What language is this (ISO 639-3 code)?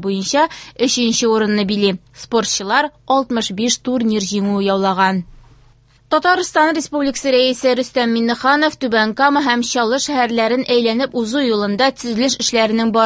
tat